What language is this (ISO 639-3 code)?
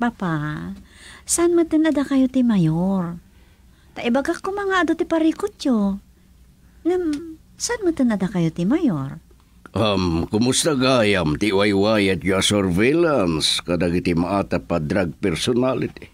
ilo